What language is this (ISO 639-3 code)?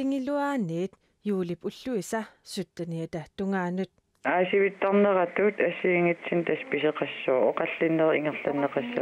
kal